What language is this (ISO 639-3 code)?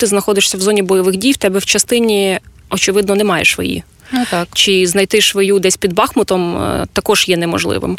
ukr